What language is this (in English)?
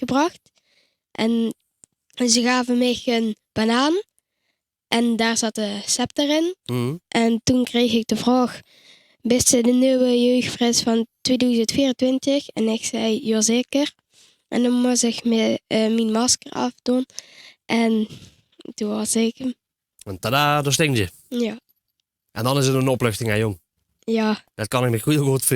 Limburgish